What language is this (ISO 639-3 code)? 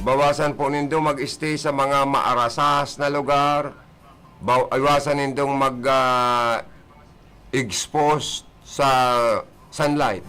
bik